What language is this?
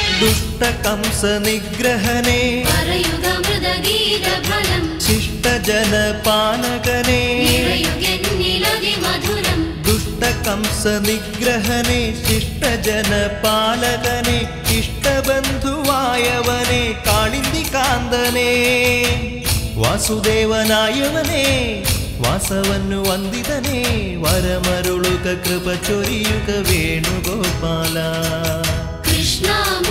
Malayalam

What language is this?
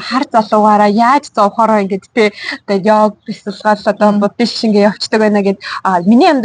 Mongolian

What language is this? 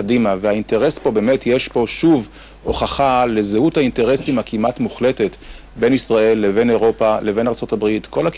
Hebrew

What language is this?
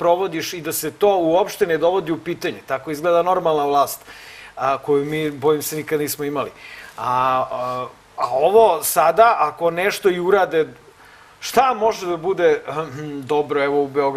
Serbian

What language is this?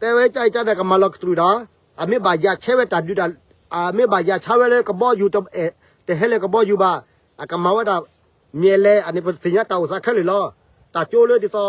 S'gaw Karen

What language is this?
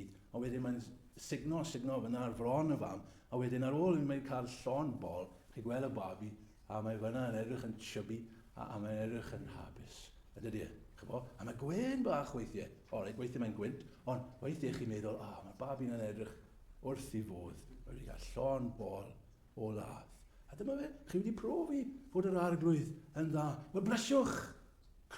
Welsh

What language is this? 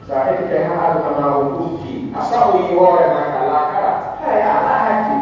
Pular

